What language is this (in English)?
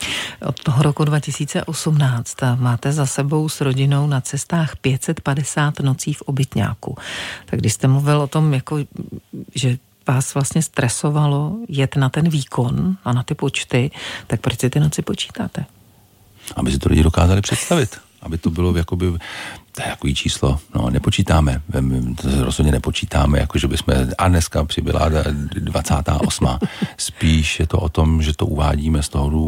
Czech